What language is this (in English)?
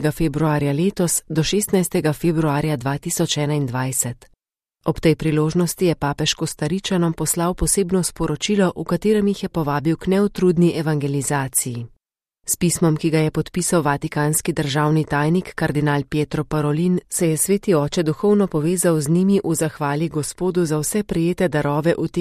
Slovenian